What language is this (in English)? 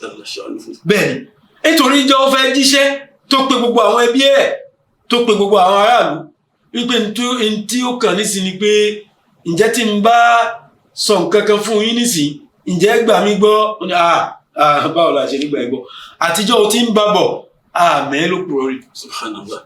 Yoruba